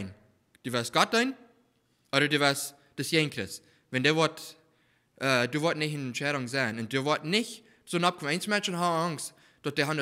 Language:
Plautdietsch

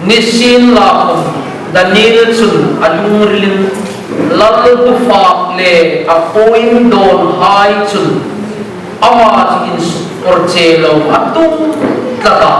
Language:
Hmar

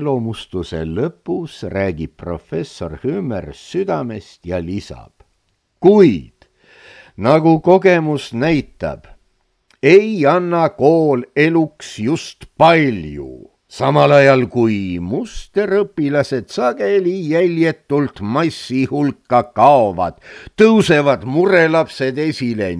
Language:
Estonian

